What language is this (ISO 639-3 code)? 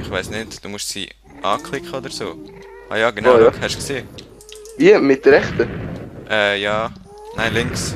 gsw